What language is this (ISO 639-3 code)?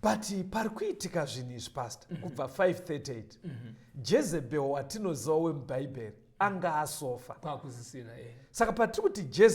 sna